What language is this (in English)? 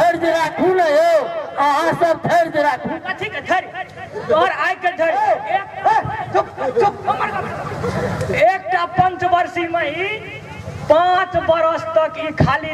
Maithili